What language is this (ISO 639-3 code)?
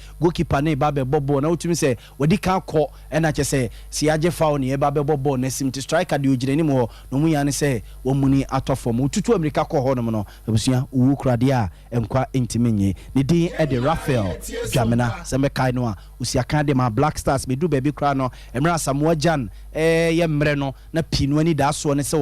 aka